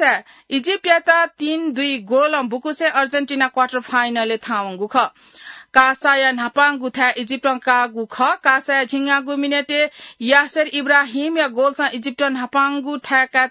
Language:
Newari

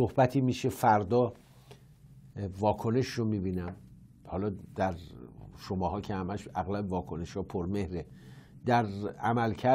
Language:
Persian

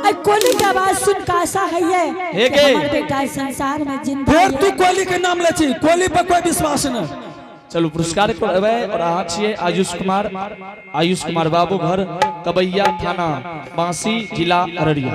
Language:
Angika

